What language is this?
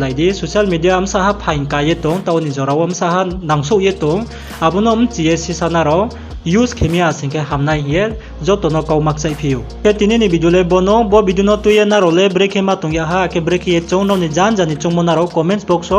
Riang (India)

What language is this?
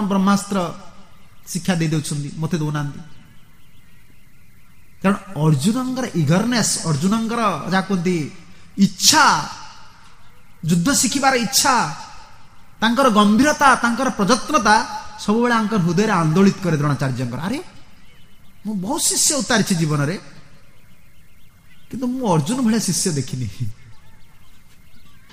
Odia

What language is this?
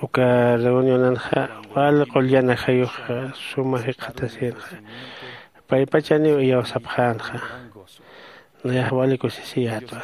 Aymara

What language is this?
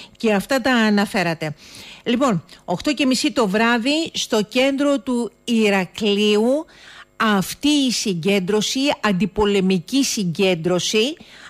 Greek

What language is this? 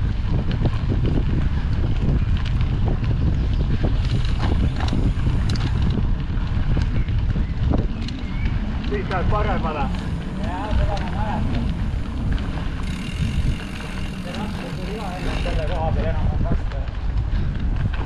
Estonian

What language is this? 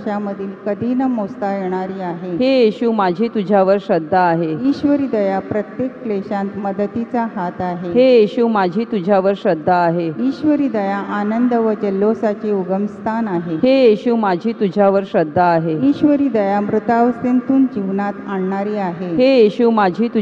Marathi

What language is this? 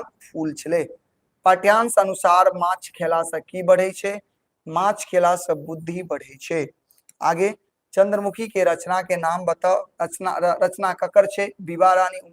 Maithili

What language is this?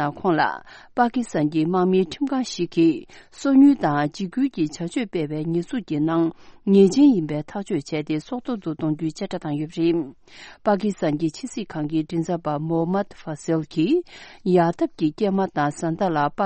Tibetan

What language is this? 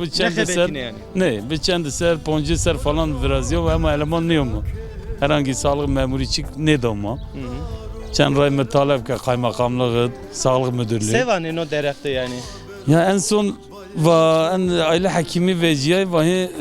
Zaza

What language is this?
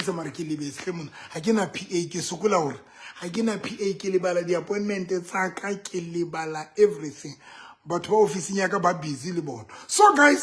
Southern Sotho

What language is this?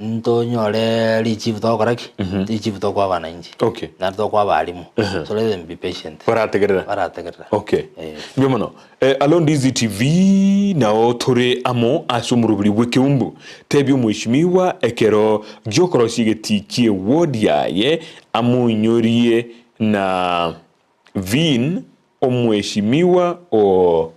Gusii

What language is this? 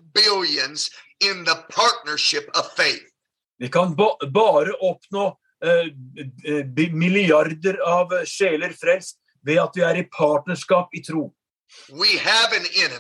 Norwegian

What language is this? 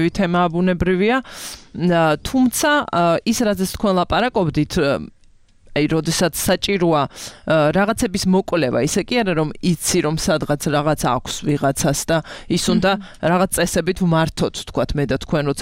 Georgian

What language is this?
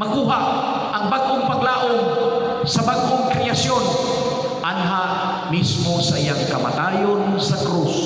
Cebuano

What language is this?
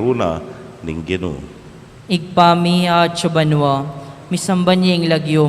Pampanga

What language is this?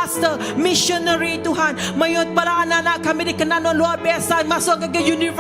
Iban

